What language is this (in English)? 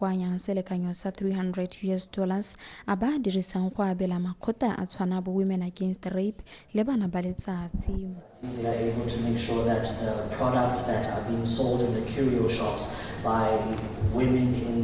Tswana